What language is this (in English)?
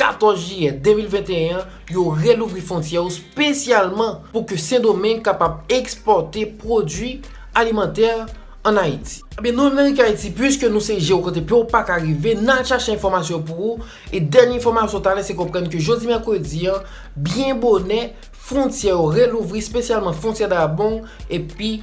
Haitian Creole